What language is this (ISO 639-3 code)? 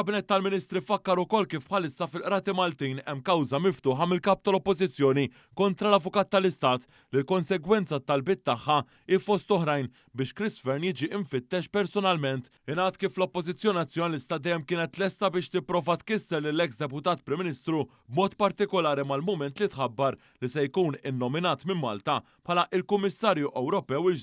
mlt